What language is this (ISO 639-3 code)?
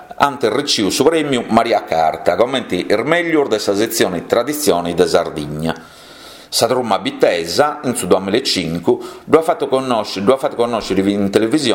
srd